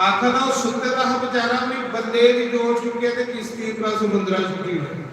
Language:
Dogri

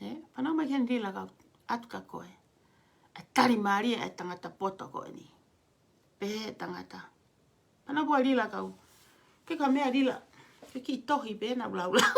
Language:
Tongan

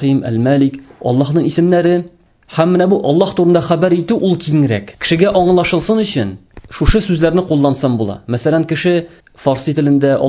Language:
Tatar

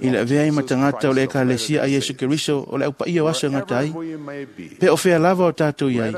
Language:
Samoan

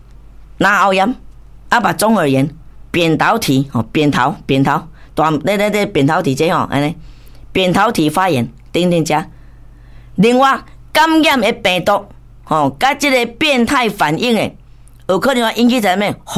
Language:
Min Nan Chinese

